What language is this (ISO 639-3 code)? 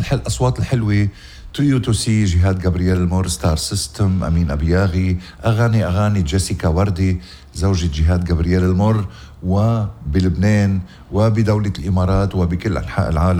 apc